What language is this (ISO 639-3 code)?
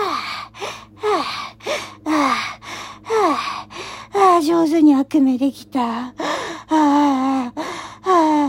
jpn